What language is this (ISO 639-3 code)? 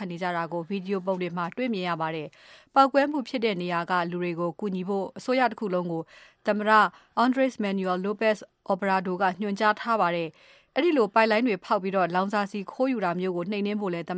mya